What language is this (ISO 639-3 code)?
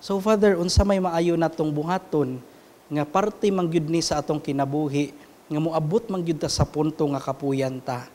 ceb